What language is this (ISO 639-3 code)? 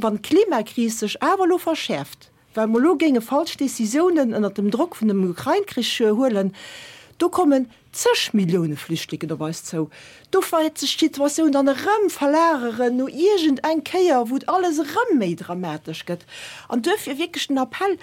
ltz